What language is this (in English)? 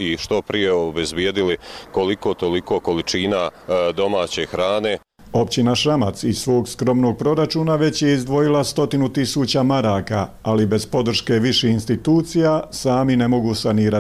Bosnian